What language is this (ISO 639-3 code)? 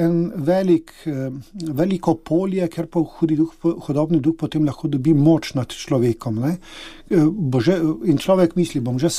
slv